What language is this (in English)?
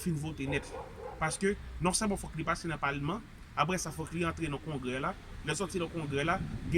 Haitian Creole